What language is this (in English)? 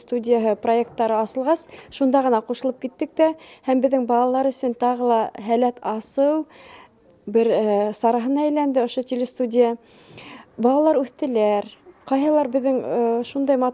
Bashkir